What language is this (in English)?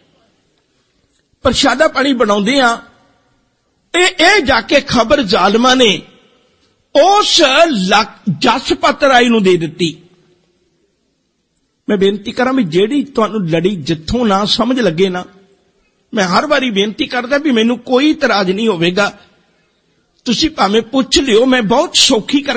Punjabi